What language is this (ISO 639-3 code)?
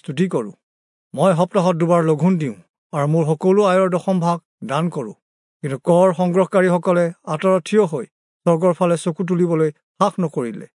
asm